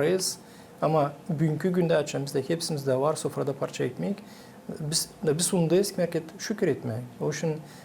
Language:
Gagauz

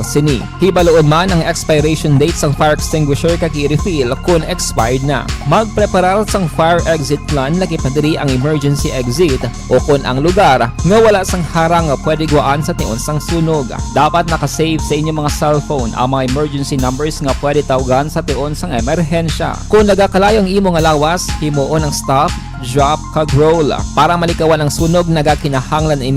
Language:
Hiligaynon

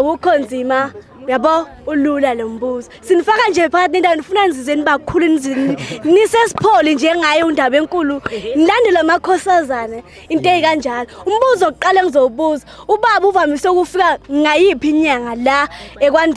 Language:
Zulu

